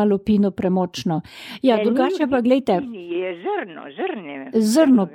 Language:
Slovenian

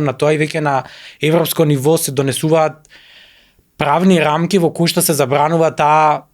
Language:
Macedonian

